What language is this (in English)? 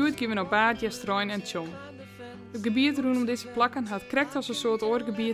Western Frisian